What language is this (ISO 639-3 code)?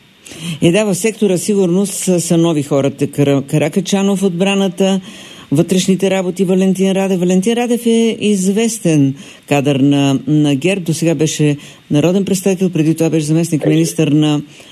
bul